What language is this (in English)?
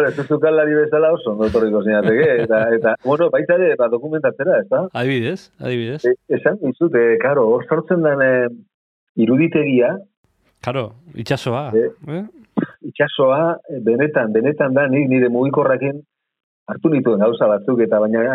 Basque